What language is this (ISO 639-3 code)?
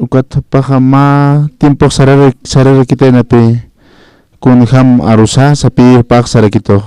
aym